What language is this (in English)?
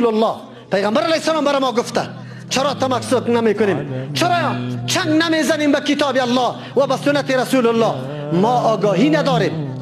Persian